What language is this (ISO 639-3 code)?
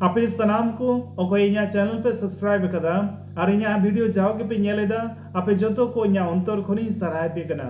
sat